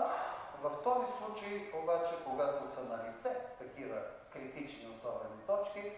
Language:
Bulgarian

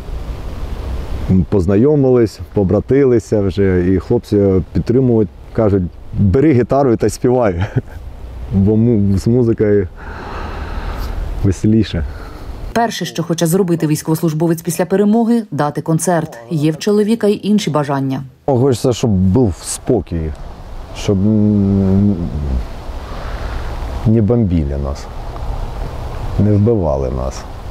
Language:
Ukrainian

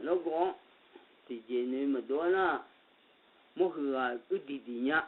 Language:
Akha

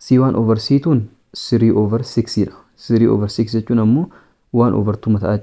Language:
Oromo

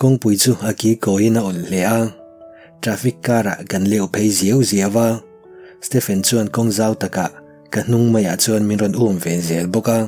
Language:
Mizo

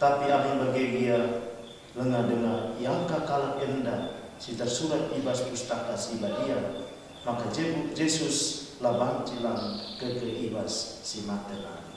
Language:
Batak Karo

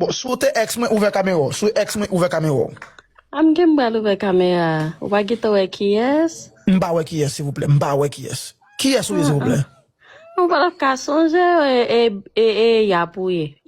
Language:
Haitian Creole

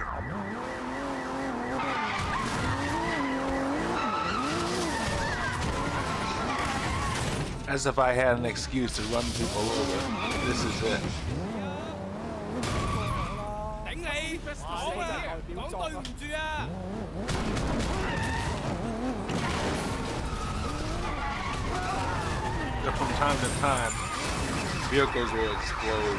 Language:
English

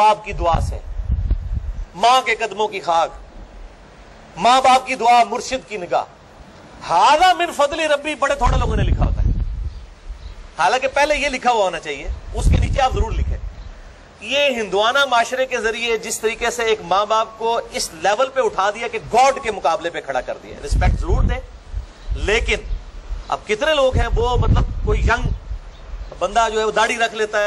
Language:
Urdu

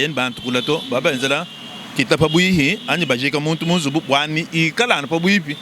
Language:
Luba-Lulua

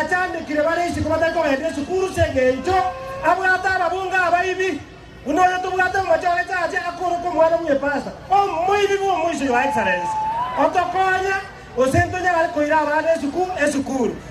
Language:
Gusii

